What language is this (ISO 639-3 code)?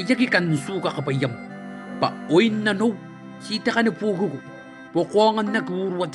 gil